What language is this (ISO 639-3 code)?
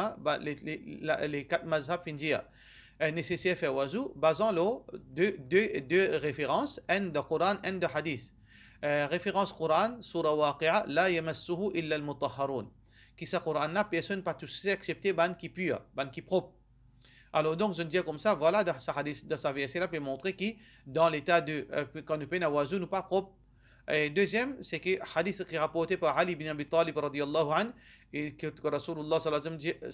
mfe